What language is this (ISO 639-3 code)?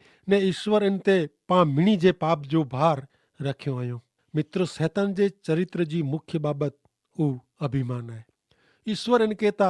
kfr